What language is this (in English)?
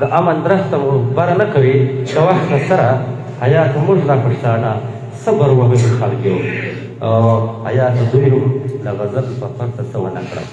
Pashto